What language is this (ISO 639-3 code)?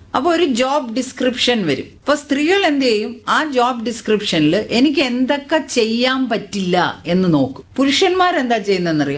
mal